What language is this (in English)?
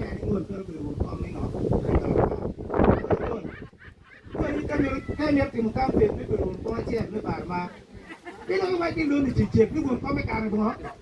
Acoli